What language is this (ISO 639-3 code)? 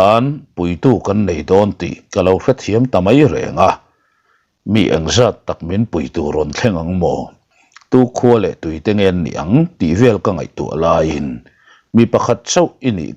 lus